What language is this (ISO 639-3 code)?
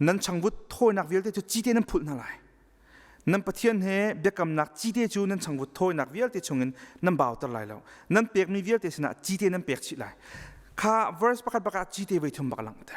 cnh